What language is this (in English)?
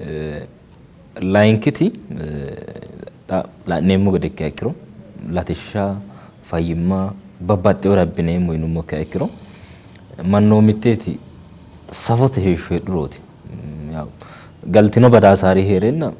Sidamo